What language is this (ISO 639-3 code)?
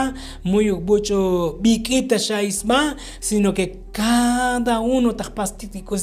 tzo